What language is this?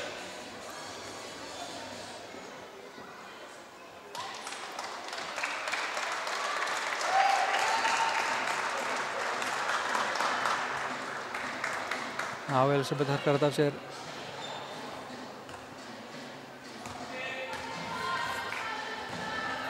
Icelandic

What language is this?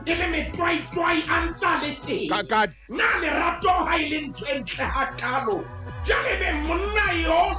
Southern Sotho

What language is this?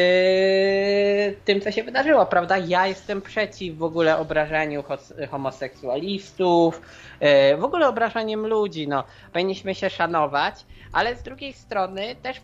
Polish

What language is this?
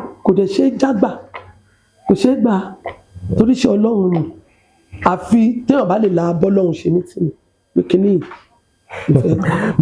Yoruba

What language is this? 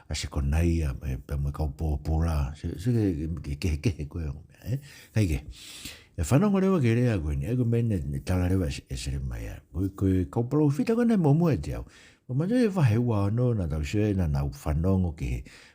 Tongan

